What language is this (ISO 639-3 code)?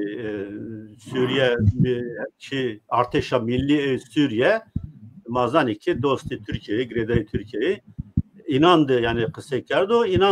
zza